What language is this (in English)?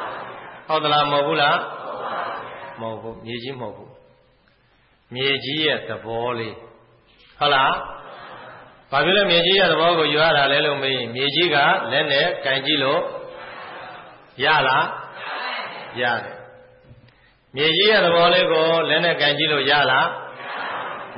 Burmese